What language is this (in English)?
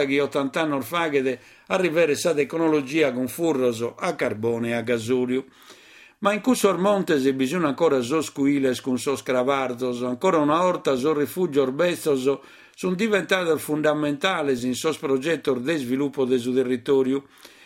Sardinian